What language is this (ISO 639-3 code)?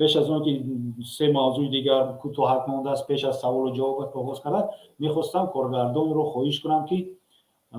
tgk